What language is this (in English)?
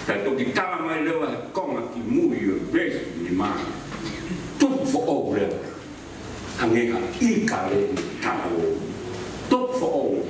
Tongan